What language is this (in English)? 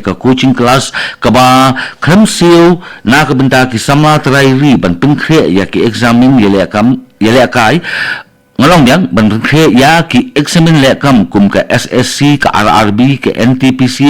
Khasi